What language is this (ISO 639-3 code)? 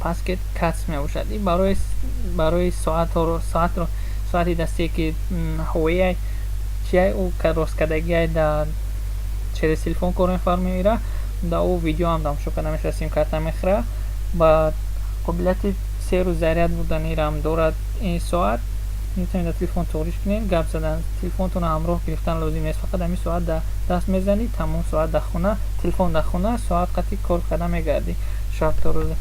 tgk